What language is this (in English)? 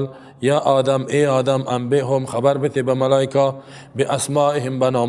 Persian